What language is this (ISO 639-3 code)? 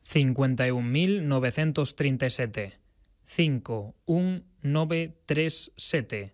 glg